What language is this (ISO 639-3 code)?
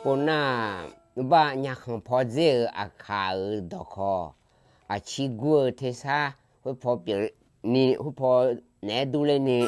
ahk